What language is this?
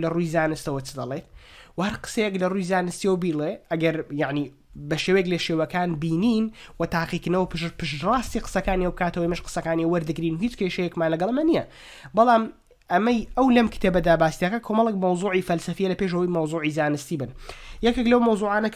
Central Kurdish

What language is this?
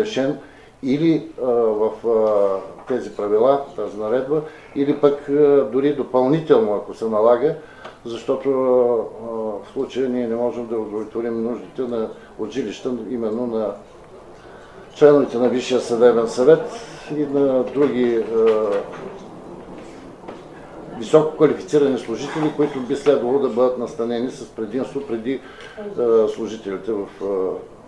Bulgarian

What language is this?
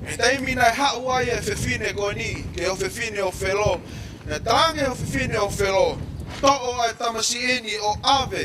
Tongan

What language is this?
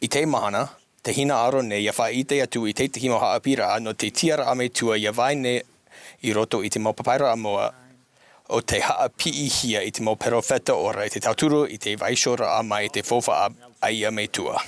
Tahitian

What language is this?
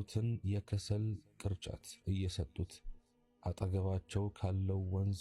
Amharic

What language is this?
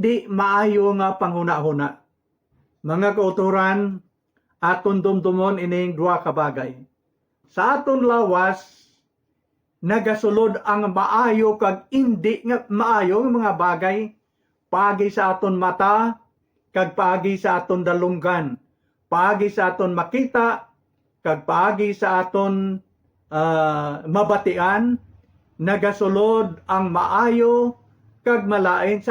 Hiligaynon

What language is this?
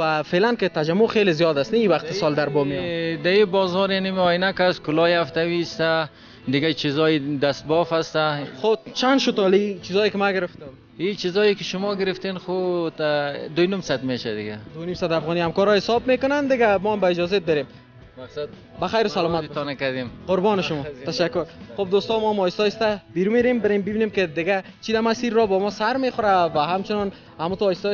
Persian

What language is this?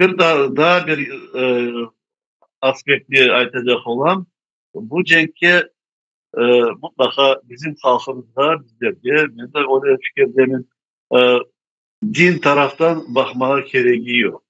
Crimean Tatar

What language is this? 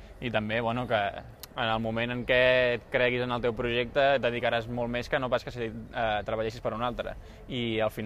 Catalan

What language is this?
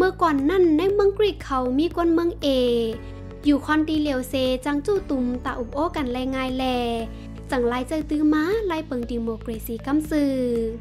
Shan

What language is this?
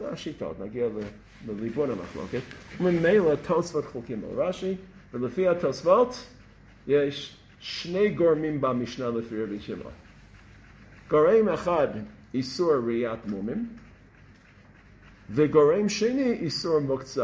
Hebrew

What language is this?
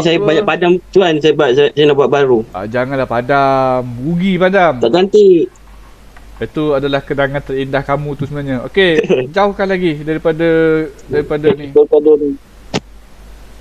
Malay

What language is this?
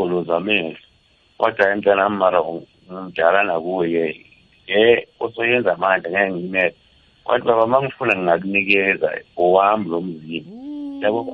South Ndebele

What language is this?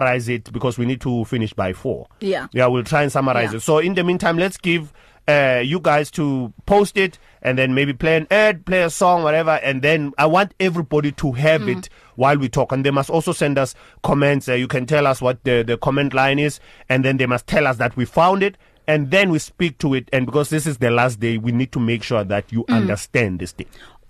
English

